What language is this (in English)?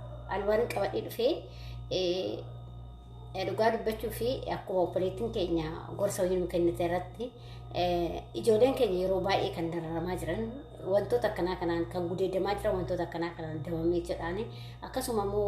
Oromo